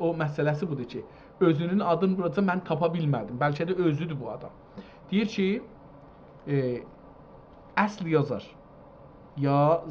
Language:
South Azerbaijani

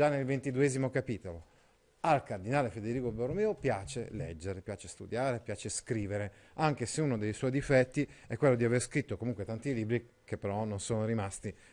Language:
Italian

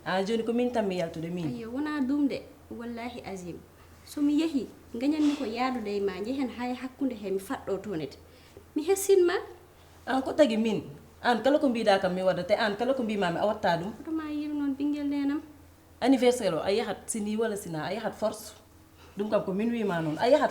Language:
Fula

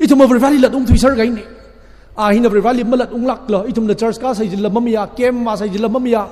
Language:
Tangkhul Naga (India)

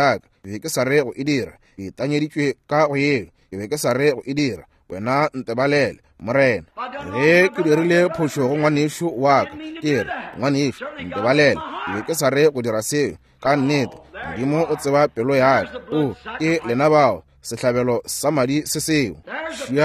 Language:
Northern Sotho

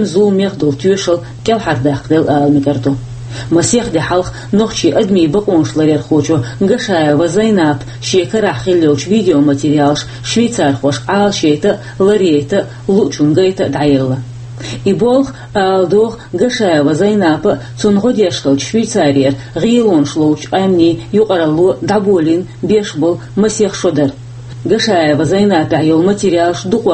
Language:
Chechen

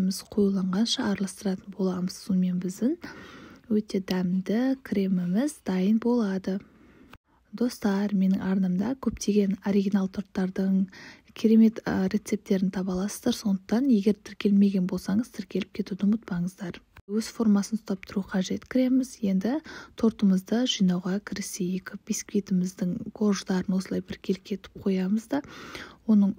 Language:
Kazakh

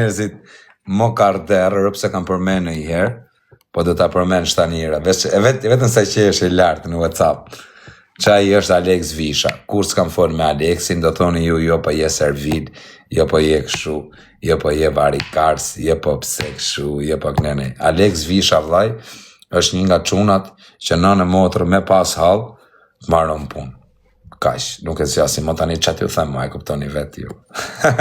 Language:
Albanian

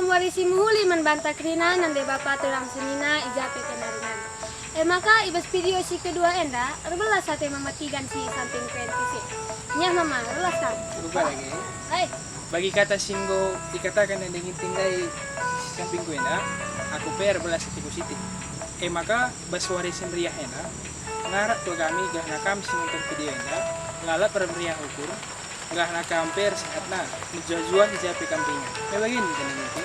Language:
Batak Karo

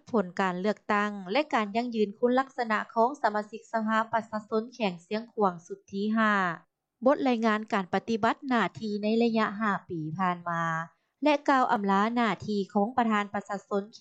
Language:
Lao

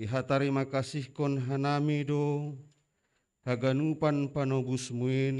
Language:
Batak Simalungun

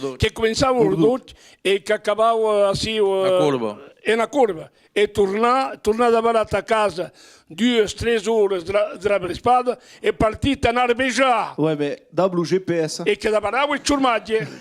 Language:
Occitan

